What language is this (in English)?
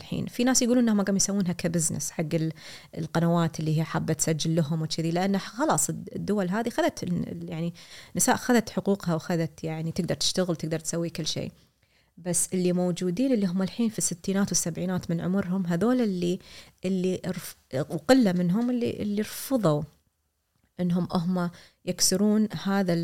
Gulf Arabic